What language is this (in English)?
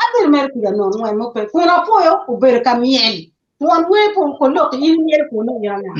Acoli